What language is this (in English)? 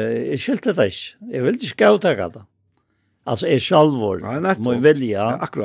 Faroese